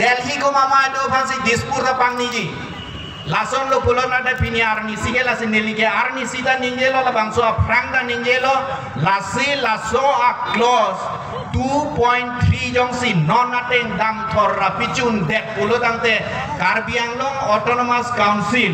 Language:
Karbi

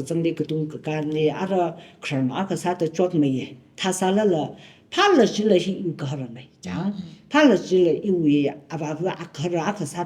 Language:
Tangkhul Naga (India)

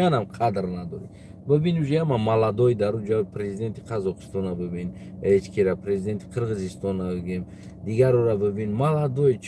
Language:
Tajik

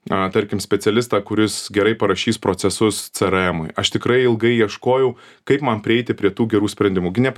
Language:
Lithuanian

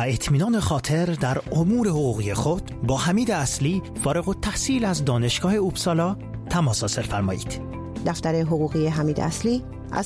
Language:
Persian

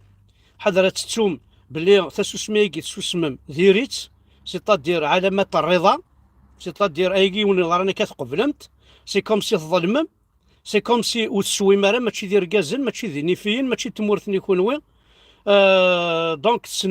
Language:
Kabyle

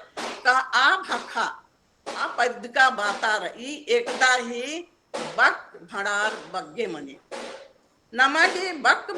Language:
Kurukh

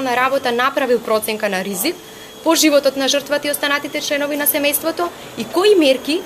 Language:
Macedonian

